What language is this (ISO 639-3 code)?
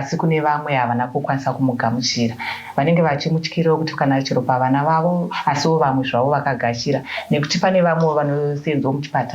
sna